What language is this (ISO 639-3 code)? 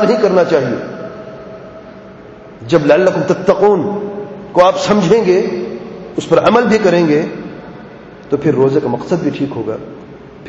urd